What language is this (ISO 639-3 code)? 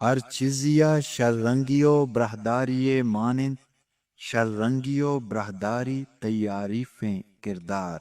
bgp